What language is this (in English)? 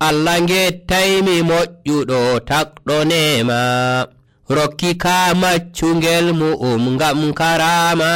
Nigerian Fulfulde